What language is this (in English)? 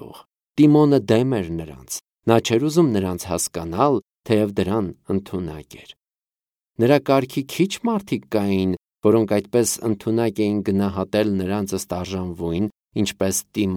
Armenian